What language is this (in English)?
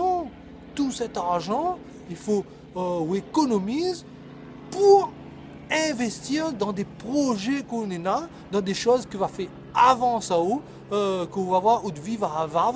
Réunion Creole French